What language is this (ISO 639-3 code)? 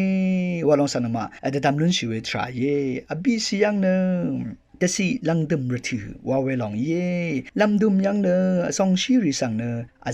raw